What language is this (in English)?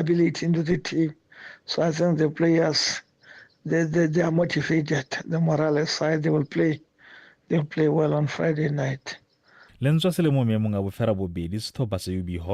Tswana